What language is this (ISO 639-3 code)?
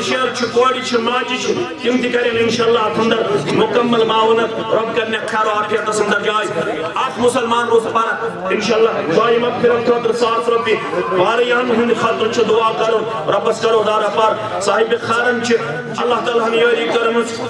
kas